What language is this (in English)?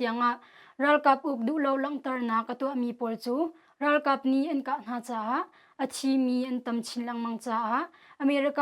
Hakha Chin